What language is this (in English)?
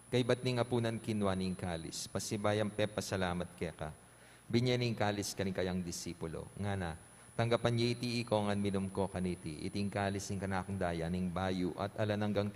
Pampanga